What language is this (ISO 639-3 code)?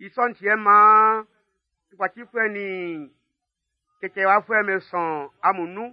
bci